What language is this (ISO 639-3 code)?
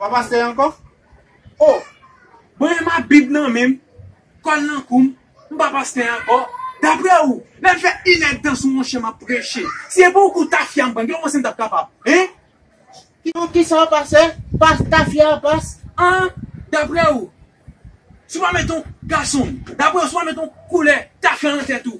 hat